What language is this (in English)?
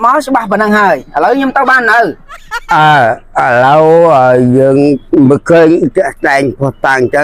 Khmer